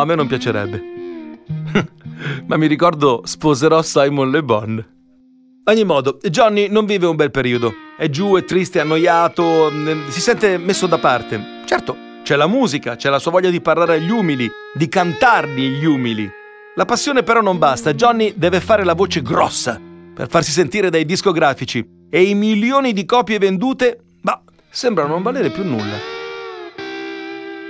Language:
Italian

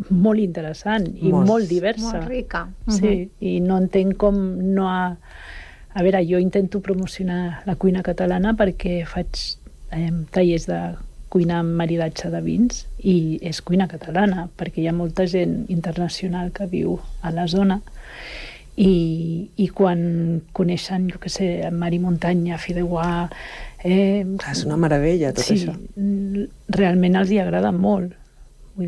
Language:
Catalan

